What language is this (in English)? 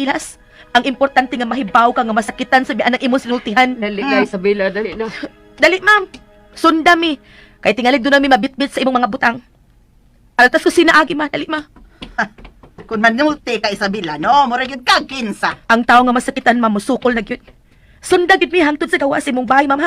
Cebuano